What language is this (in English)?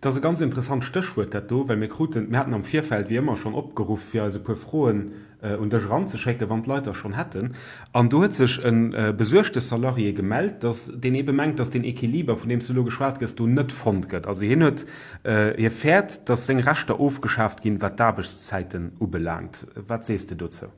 Luxembourgish